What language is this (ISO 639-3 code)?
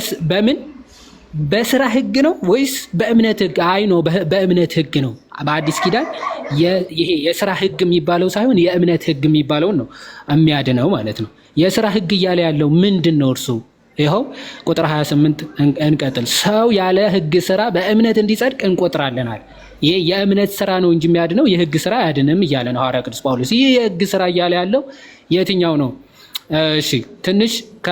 amh